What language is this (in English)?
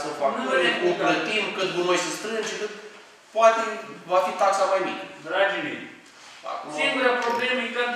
Romanian